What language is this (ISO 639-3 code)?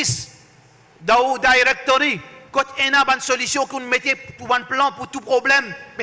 mfe